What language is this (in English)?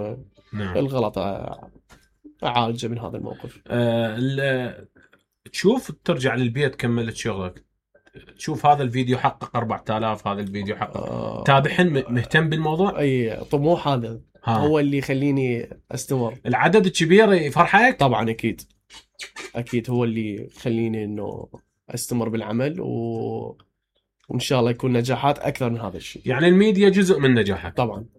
Mesopotamian Arabic